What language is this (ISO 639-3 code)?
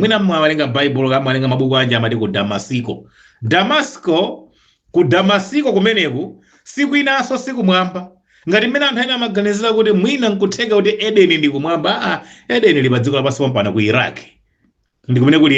nya